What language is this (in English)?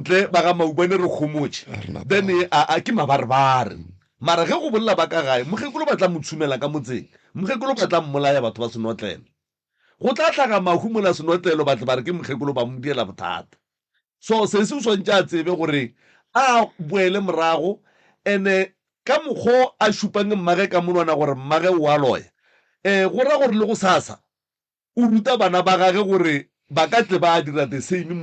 Northern Sotho